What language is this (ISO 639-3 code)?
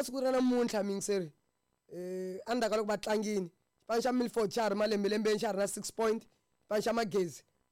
tso